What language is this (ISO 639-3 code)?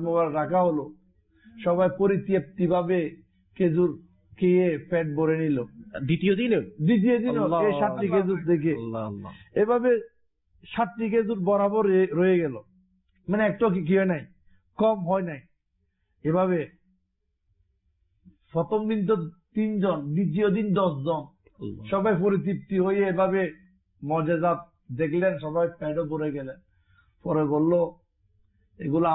ben